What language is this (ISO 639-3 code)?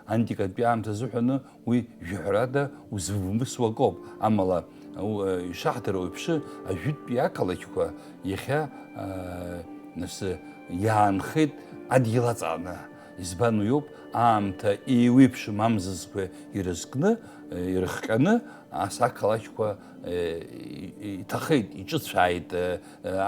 abk